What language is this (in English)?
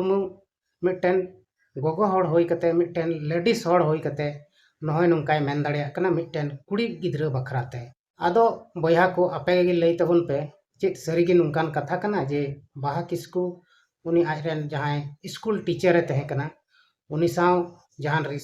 Santali